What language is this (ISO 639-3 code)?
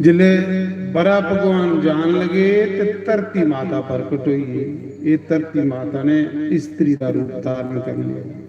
doi